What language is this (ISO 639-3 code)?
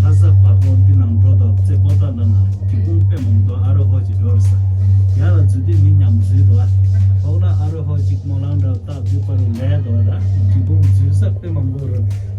bod